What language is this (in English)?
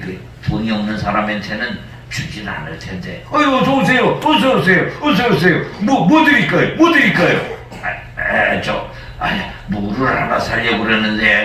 Korean